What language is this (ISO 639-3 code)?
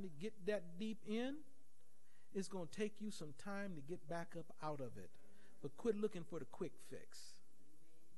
eng